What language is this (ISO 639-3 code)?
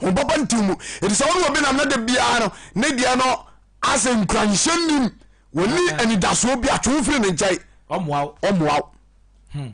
aka